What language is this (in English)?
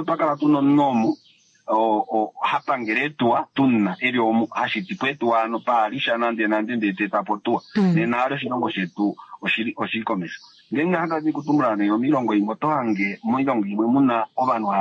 Kuanyama